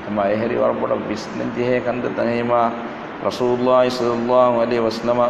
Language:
Divehi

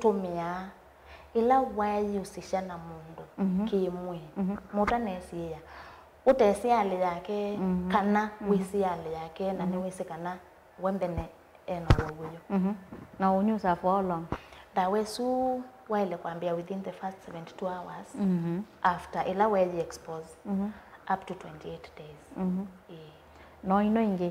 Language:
Kamba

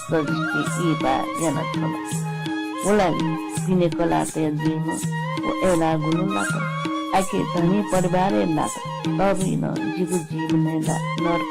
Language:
Newari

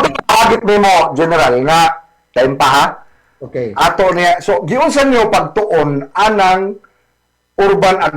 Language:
Cebuano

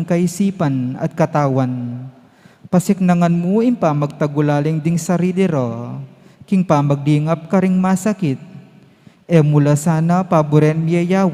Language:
Pampanga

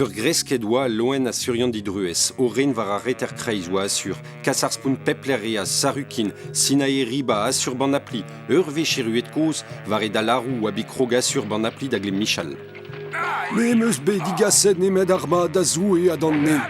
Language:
Breton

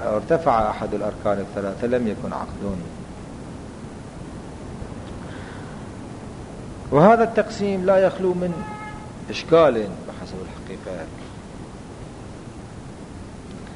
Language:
Arabic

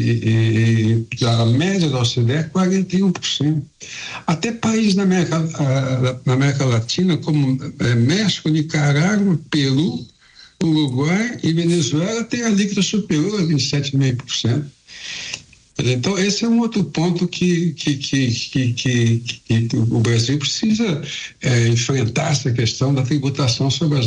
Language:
Portuguese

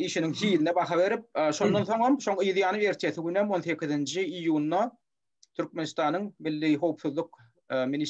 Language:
Turkmen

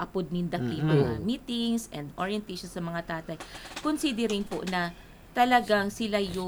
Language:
Filipino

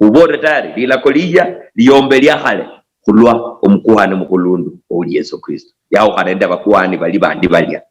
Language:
Luyia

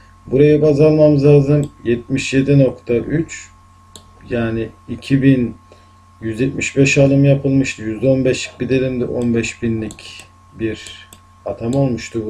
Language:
Turkish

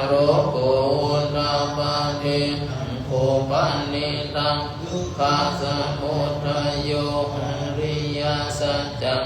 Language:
Pali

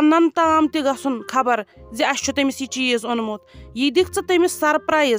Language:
Kashmiri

